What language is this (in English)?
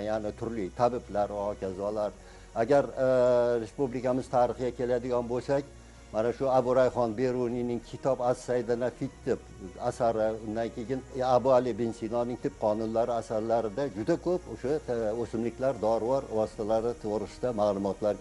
Uzbek